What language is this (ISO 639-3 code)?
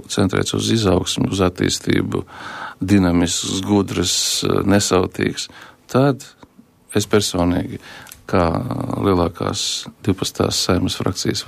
lav